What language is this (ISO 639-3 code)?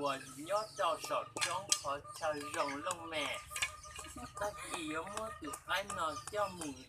hmn